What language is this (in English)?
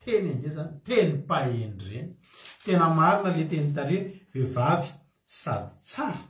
Malagasy